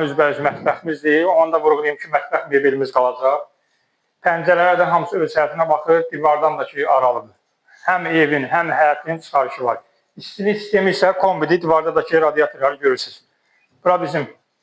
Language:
Azerbaijani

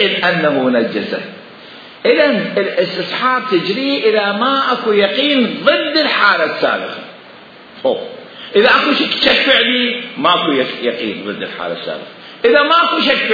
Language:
Mesopotamian Arabic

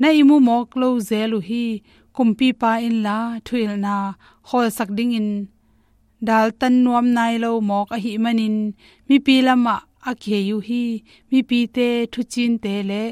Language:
Tedim Chin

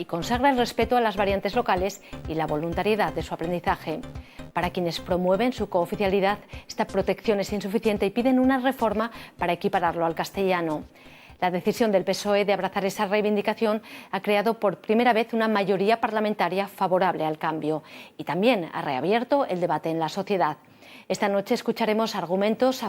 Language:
Asturian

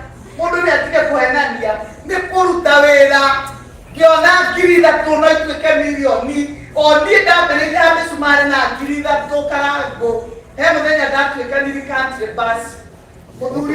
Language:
Kikuyu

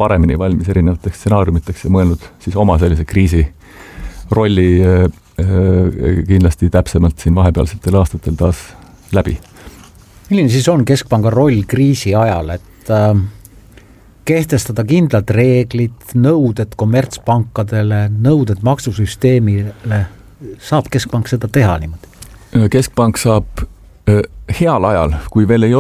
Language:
Estonian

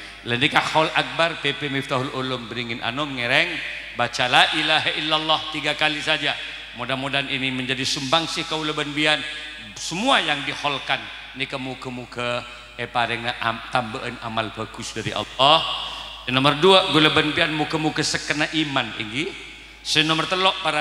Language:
Madurese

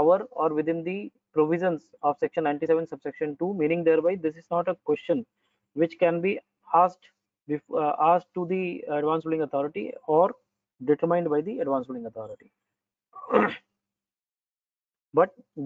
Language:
English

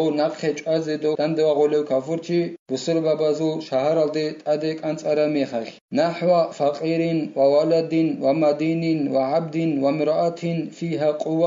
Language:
Avaric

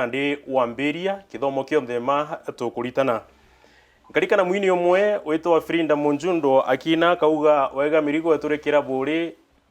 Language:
Meru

